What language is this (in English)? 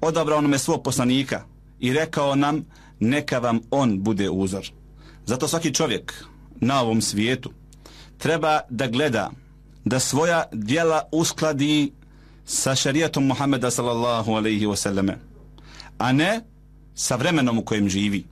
Bosnian